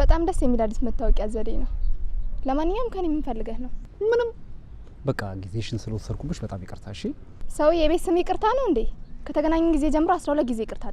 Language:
Amharic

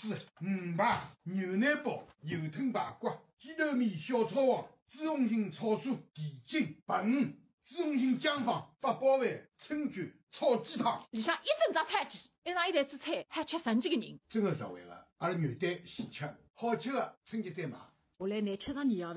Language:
Wu Chinese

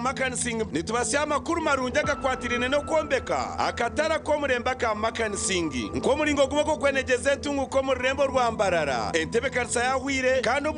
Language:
Nyankole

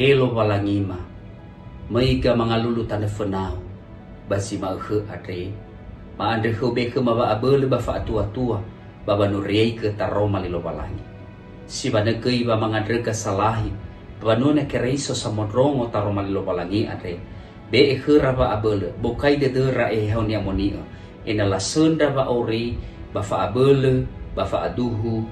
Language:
Nias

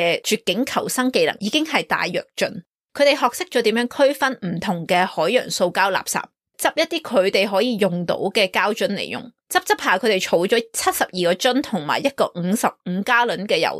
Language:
Cantonese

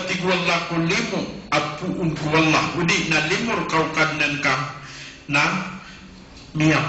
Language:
Maranao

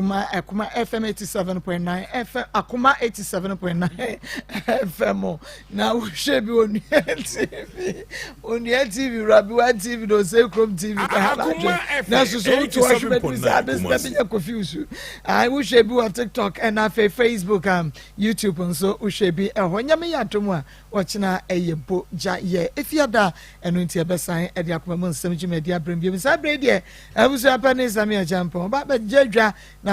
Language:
Akan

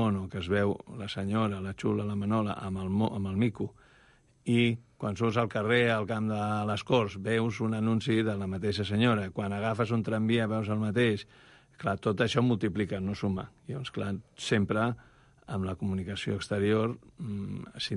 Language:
Catalan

